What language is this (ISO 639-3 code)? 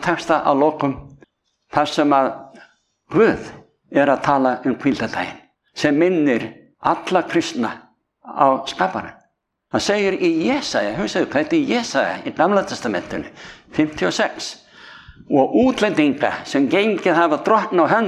isl